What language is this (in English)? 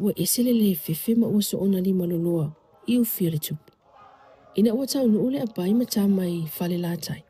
Samoan